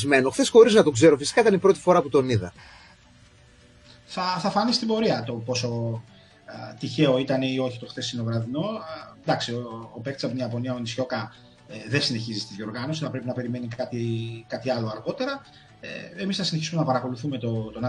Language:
Greek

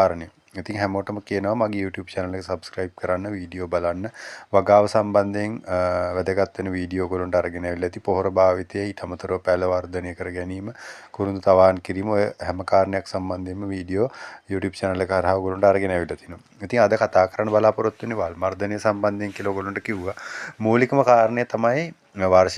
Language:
Sinhala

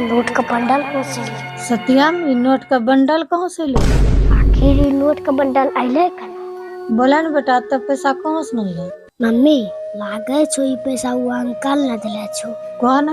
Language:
Angika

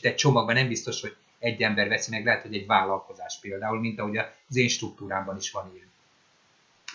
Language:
Hungarian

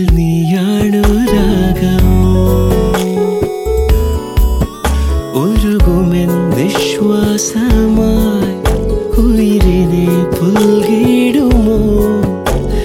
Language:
Malayalam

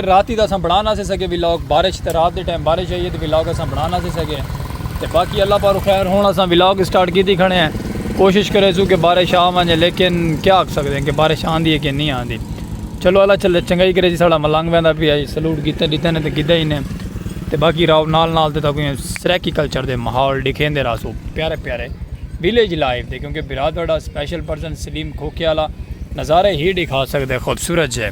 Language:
Saraiki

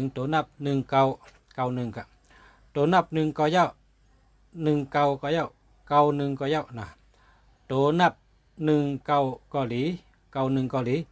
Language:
Shan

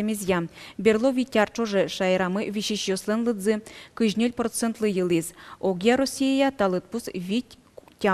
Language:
Udmurt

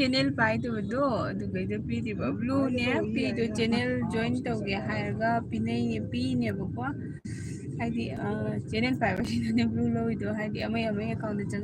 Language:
Manipuri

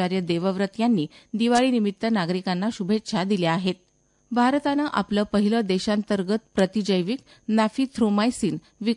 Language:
Marathi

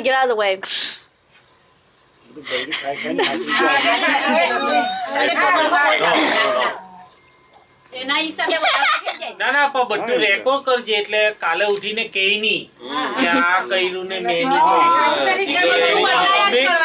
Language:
Gujarati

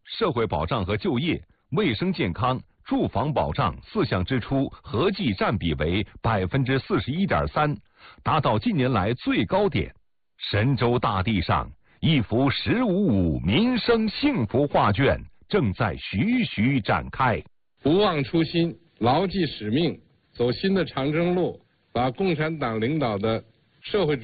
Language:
Chinese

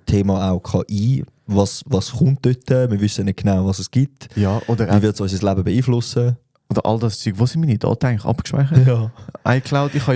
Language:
Swiss German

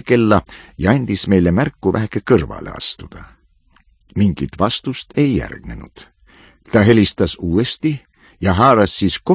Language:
Estonian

